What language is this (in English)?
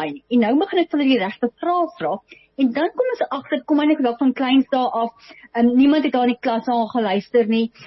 Afrikaans